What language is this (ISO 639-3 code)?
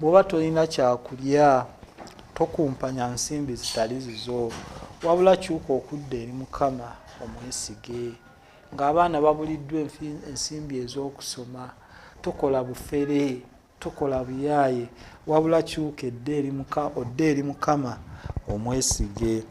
lug